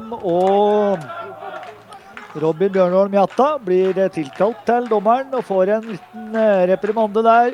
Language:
Norwegian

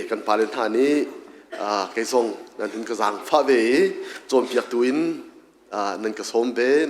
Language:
Hakha Chin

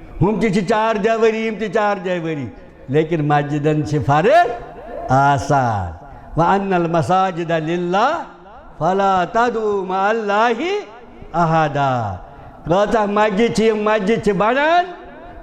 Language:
Kashmiri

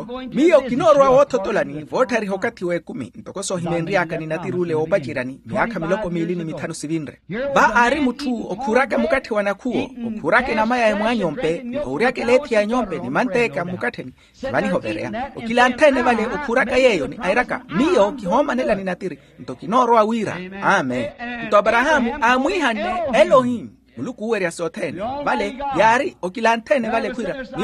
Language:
Makhuwa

